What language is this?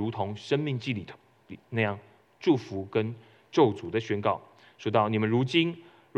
Chinese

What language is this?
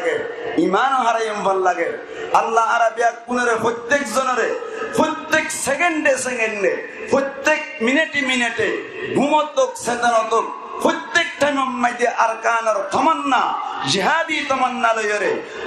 Rohingya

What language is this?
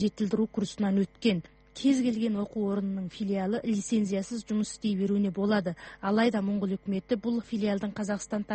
Kazakh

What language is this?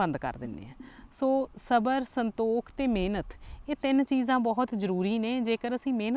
Punjabi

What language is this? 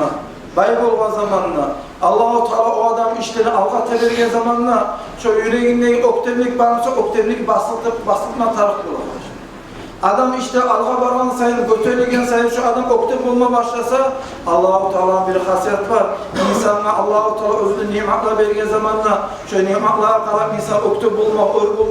Kumyk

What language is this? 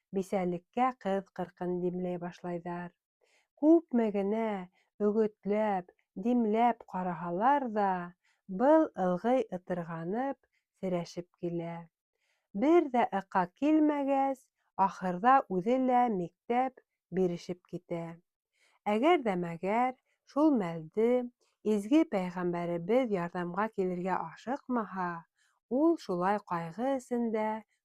Bashkir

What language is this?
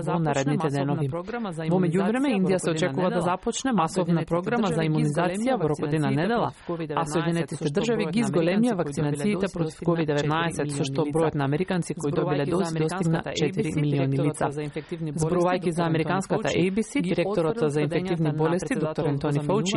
Macedonian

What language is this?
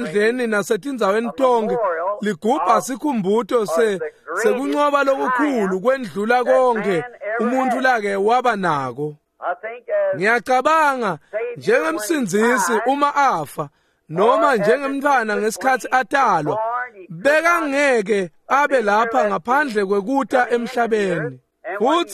Swati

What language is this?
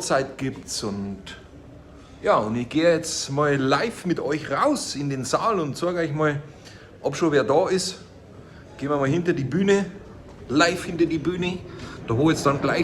Bavarian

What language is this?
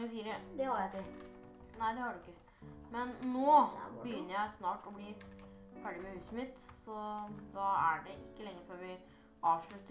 Norwegian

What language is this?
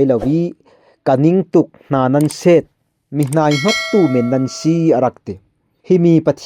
Falam Chin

